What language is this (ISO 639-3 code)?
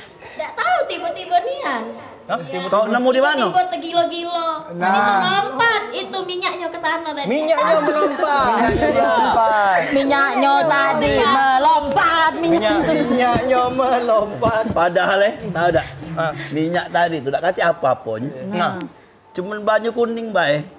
mui